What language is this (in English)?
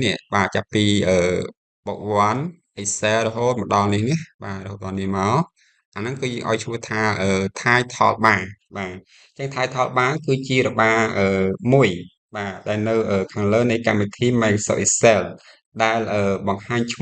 Khmer